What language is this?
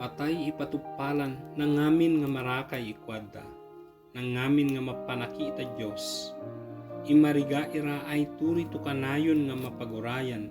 Ibanag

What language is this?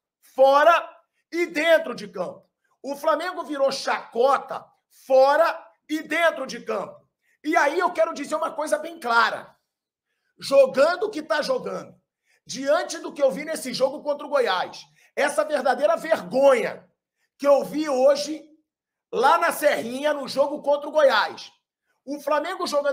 Portuguese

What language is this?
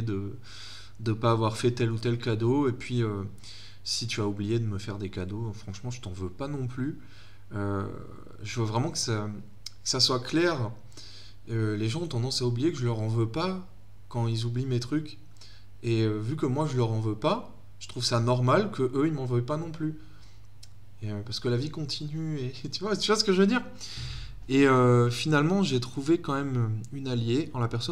French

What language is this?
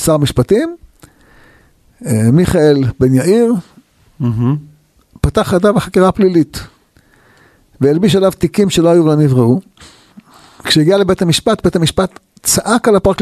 Hebrew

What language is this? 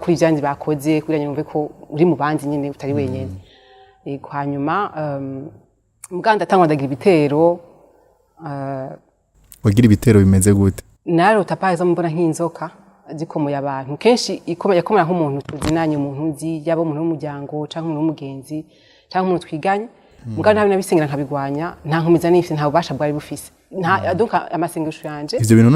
Rundi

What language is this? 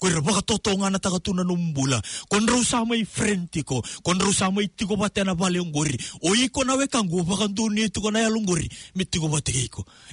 Fijian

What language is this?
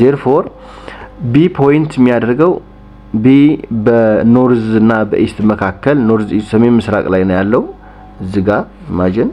Amharic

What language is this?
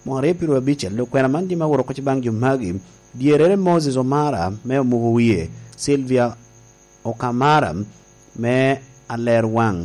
Lango (Uganda)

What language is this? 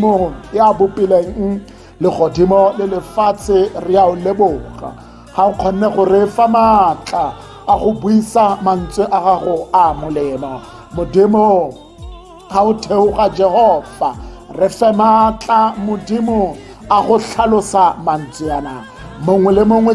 Tswana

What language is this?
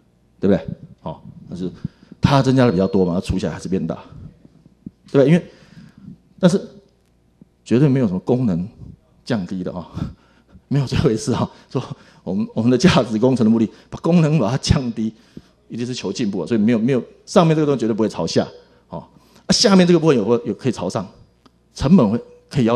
Chinese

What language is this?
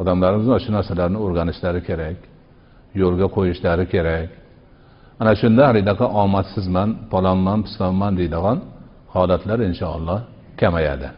Uzbek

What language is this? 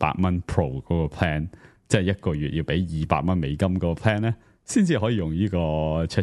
Cantonese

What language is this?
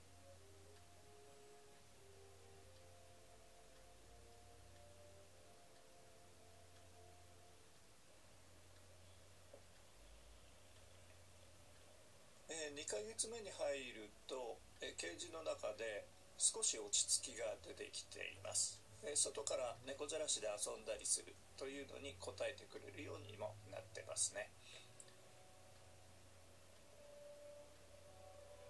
Japanese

